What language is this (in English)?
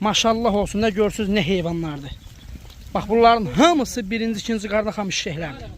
Azerbaijani